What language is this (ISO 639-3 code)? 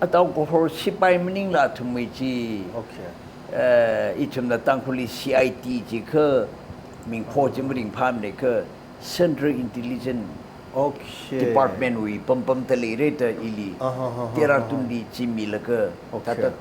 nmf